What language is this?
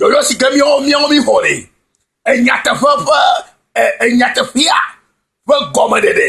Ewe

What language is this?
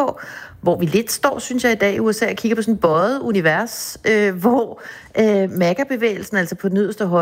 Danish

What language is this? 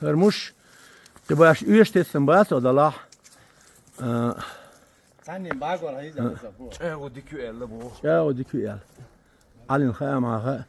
Chechen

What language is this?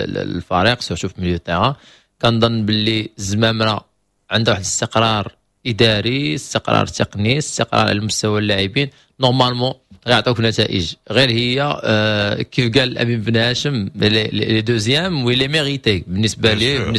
Moroccan Arabic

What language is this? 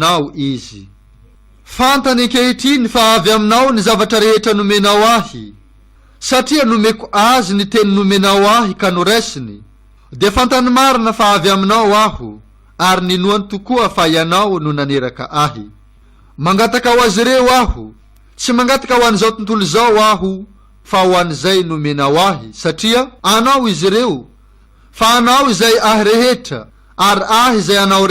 Malagasy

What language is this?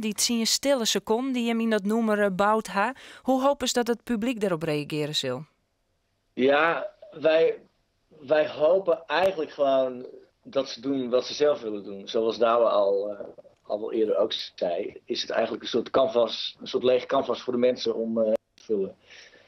Western Frisian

